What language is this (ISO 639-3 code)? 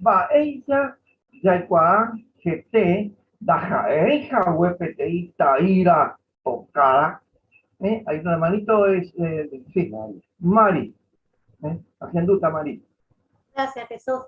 grn